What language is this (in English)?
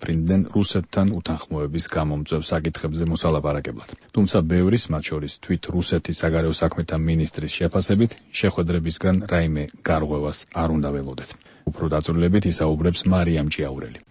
Georgian